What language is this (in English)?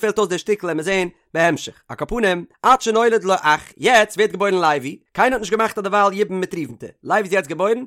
Yiddish